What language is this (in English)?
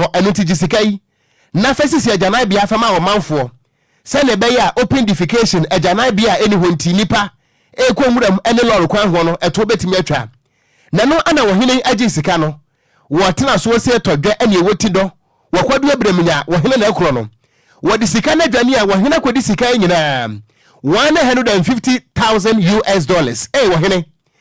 Akan